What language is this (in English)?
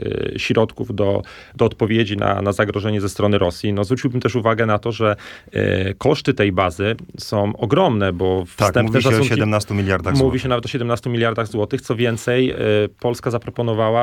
Polish